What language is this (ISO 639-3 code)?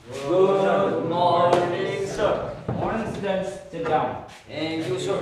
mni